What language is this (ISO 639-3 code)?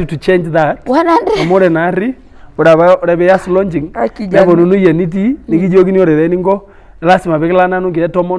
mas